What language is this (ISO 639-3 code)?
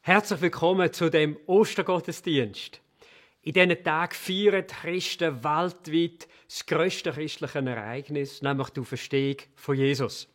gsw